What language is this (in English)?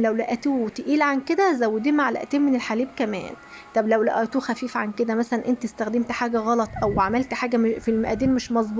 Egyptian Arabic